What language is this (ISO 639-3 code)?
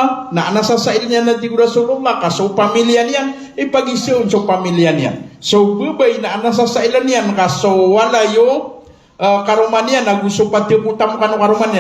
mrw